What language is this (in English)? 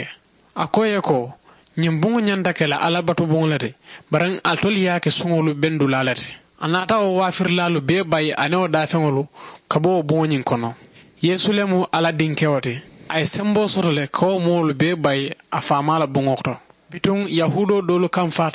Mandingo